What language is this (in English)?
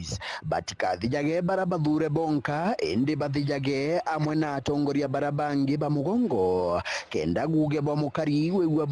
Meru